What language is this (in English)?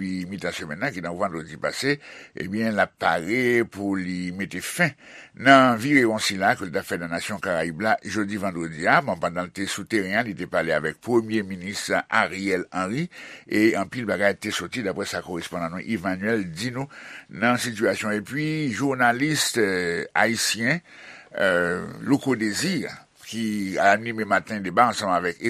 Haitian Creole